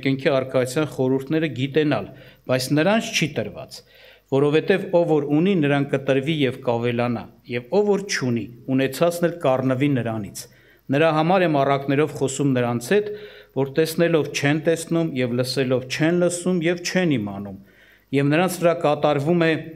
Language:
Armenian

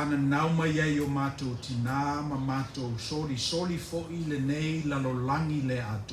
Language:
Samoan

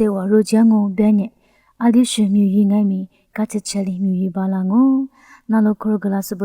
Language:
Lisu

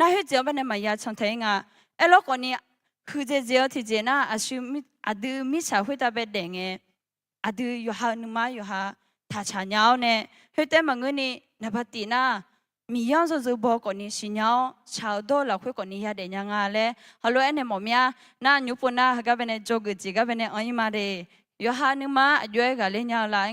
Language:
Akha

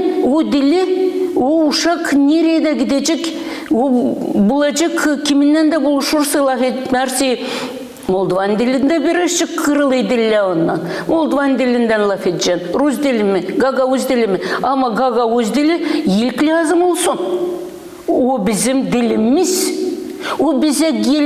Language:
Gagauz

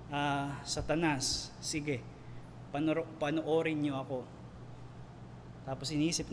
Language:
Filipino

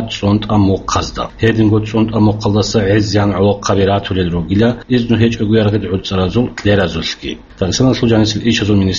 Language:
Avaric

